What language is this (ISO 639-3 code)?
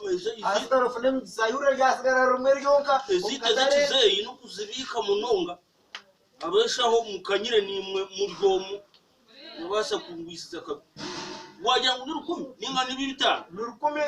nyn